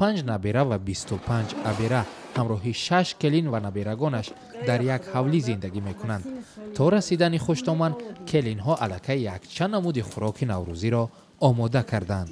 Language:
Tajik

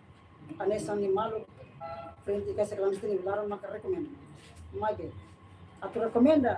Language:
Tetum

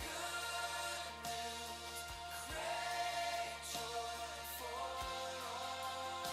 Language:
Plautdietsch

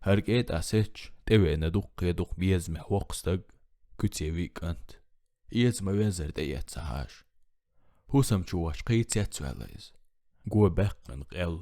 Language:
Chechen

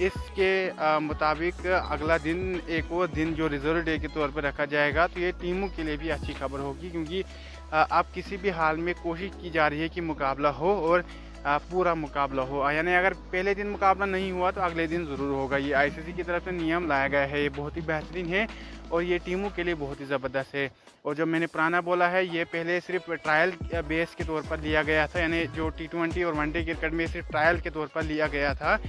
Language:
Hindi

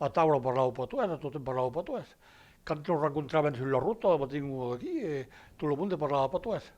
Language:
Occitan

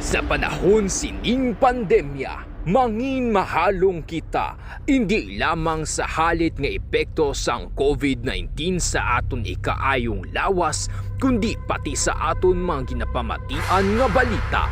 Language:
Hiligaynon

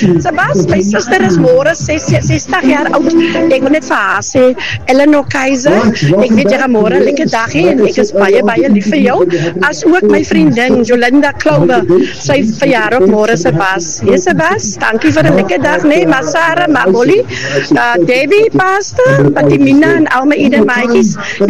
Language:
Afrikaans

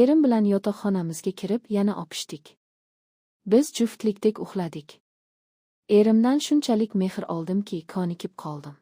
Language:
Uzbek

